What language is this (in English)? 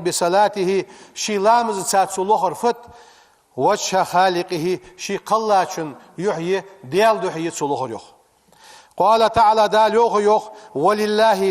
Ingush